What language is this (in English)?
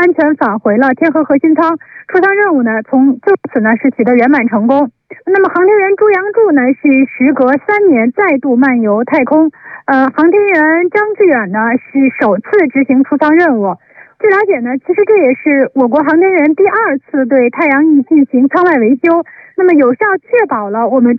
Chinese